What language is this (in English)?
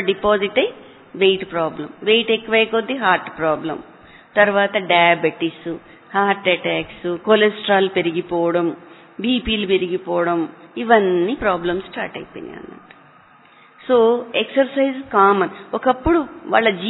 Telugu